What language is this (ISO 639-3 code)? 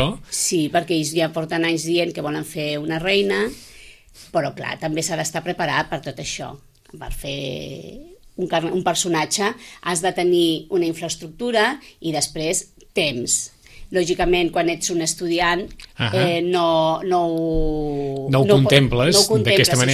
cat